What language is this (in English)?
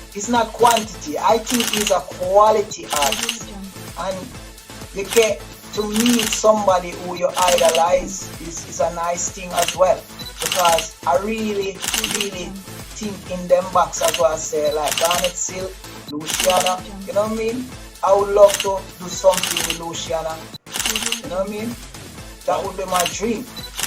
Jamaican Creole English